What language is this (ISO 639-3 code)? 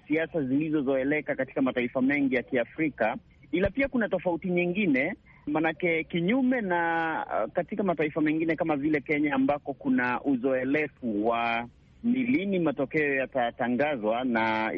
swa